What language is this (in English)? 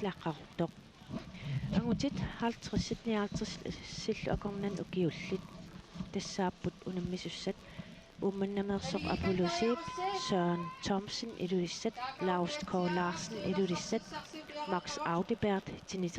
Kalaallisut